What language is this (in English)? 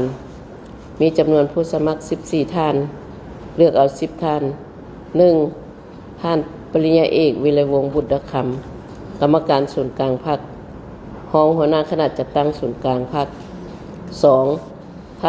Lao